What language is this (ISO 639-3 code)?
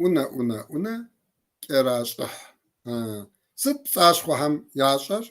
kbd